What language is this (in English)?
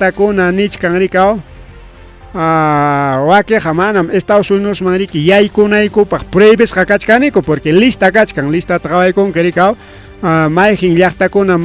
Ayacucho Quechua